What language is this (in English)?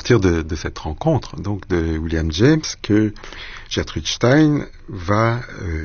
French